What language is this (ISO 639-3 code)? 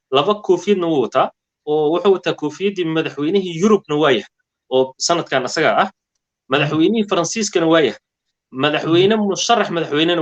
som